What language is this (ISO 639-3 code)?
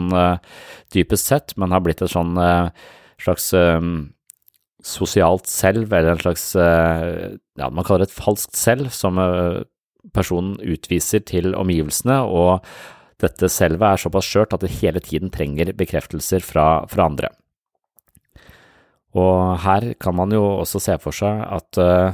nor